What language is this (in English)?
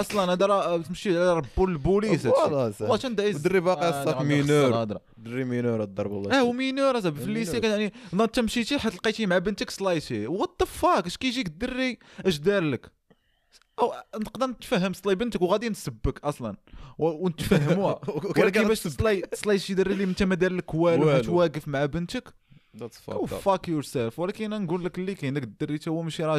Moroccan Arabic